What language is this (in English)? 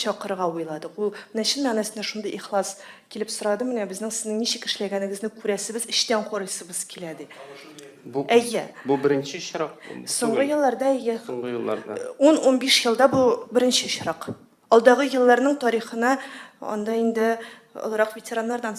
Tatar